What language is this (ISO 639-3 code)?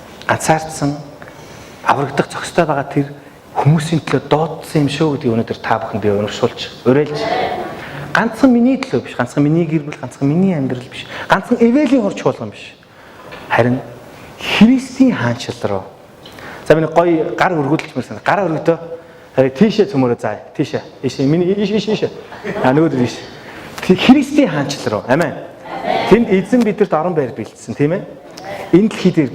mon